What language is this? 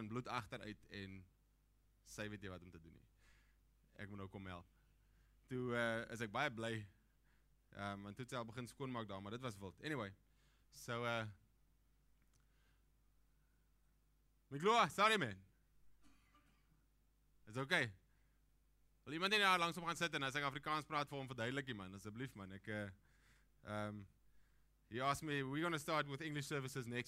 Afrikaans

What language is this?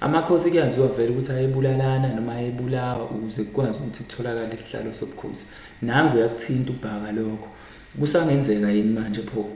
Zulu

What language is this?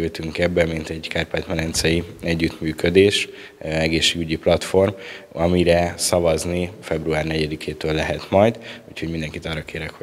Hungarian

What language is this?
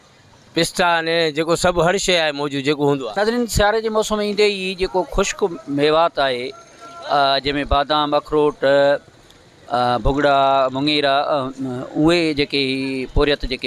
Sindhi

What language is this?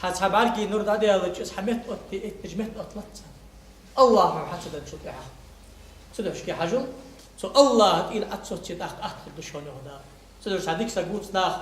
Ingush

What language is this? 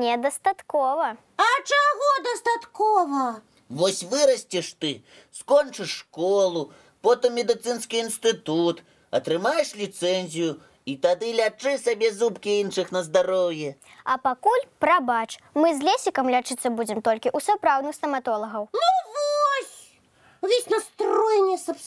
Belarusian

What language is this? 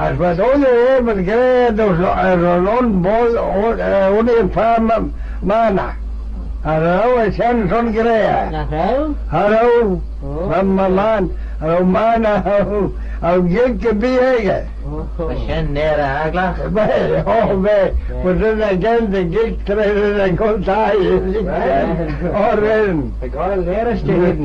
Manx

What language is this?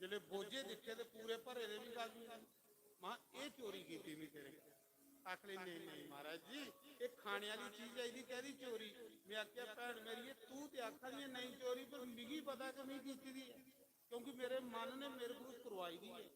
Dogri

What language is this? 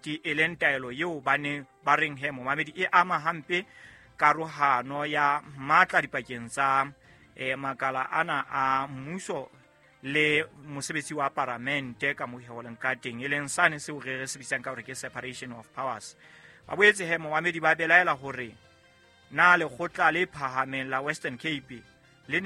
Southern Sotho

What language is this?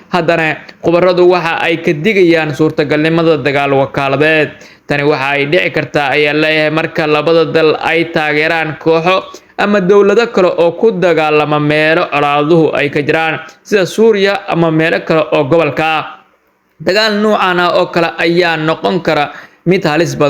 Somali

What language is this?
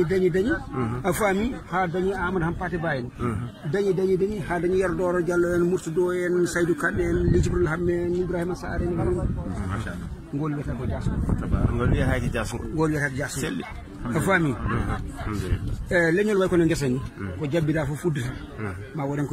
Fula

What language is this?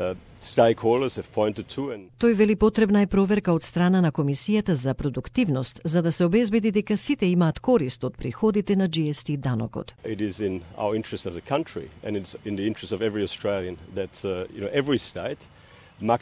Macedonian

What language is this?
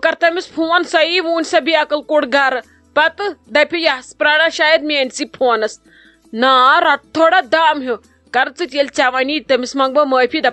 Kashmiri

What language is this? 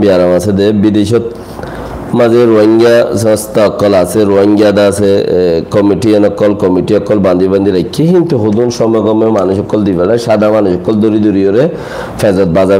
Rohingya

